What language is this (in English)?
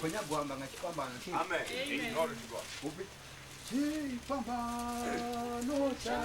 Venda